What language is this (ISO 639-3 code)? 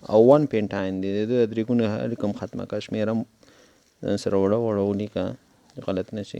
pus